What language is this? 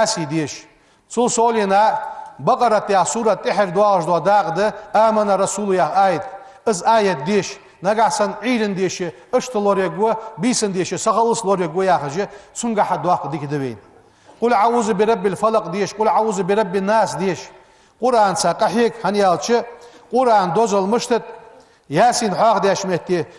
Ingush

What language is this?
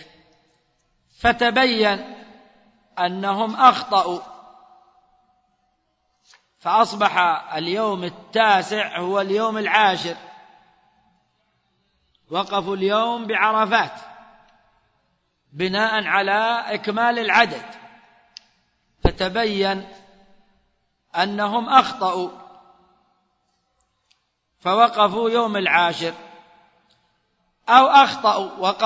Arabic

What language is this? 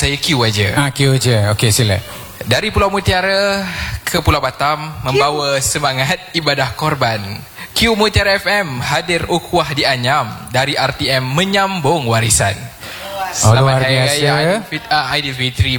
Malay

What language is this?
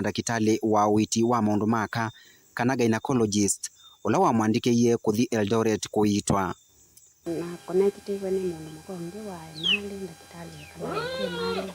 Kamba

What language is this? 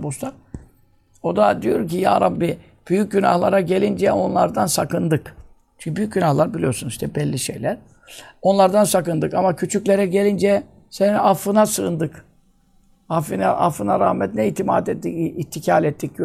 Turkish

